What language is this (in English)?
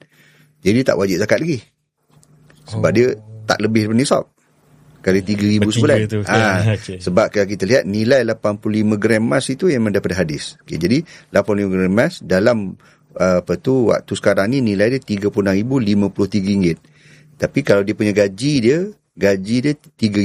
Malay